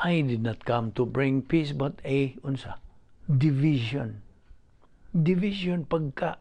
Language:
Cebuano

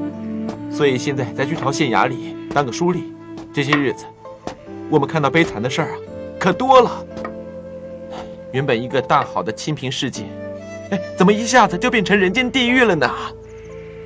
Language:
Chinese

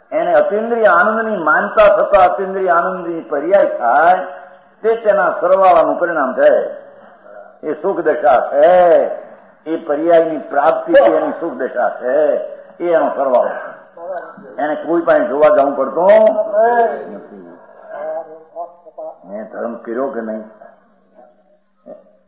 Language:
Gujarati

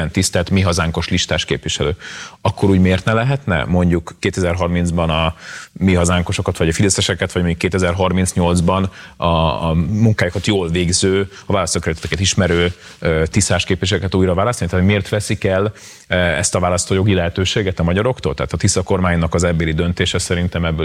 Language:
Hungarian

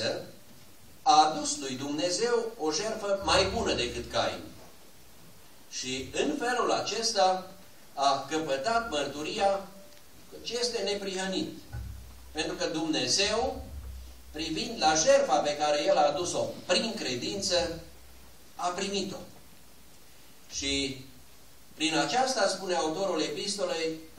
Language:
Romanian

